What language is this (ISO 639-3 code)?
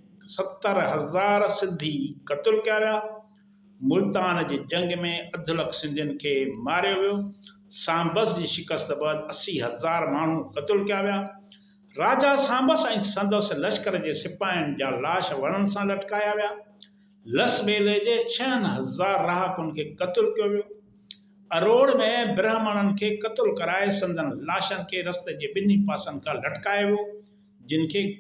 snd